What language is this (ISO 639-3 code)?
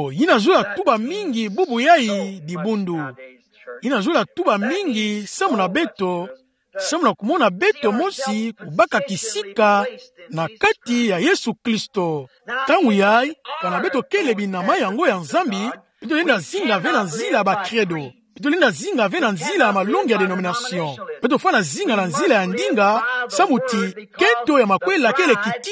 ktu